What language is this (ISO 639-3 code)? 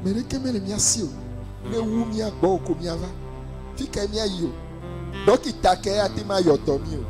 ewe